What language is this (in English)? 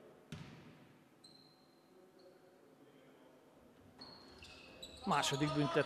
Hungarian